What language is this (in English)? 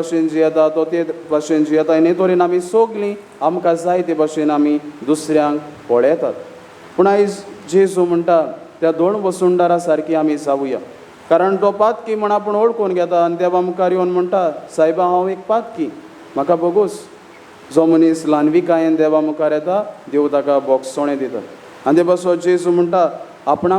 Konkani